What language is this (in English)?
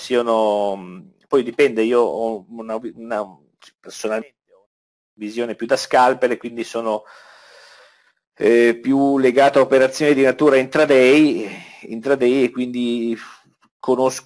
Italian